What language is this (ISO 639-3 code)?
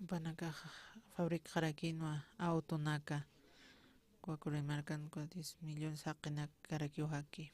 aym